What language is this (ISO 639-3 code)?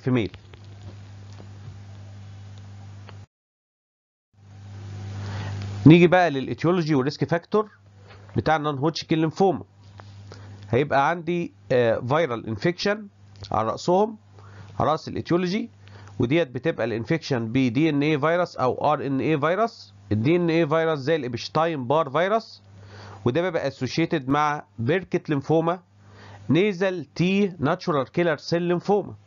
arz